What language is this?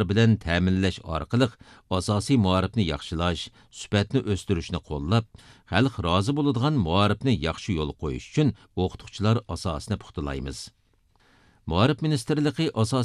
Uyghur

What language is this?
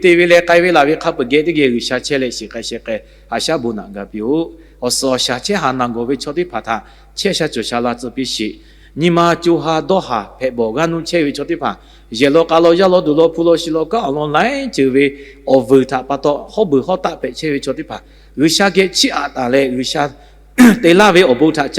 Lahu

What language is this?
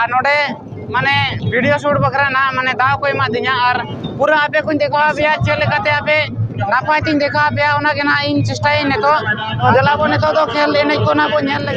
Santali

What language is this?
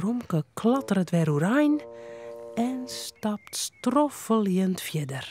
Western Frisian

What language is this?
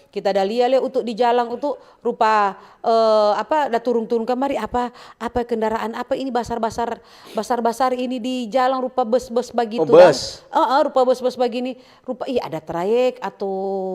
Manado Malay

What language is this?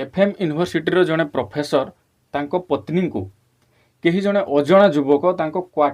Odia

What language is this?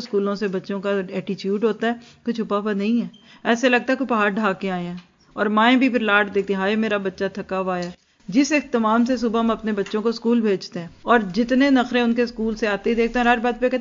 Urdu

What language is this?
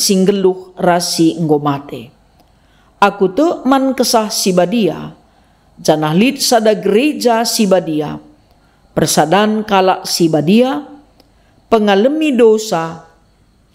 Batak Karo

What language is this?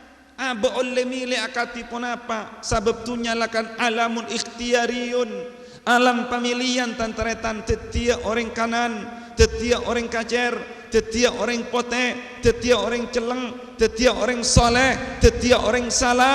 Madurese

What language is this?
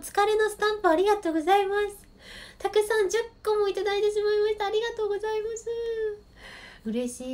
Japanese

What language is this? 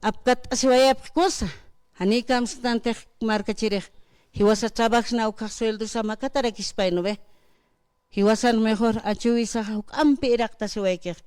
Aymara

